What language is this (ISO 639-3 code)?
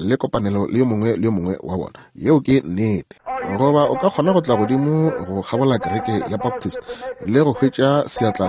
nso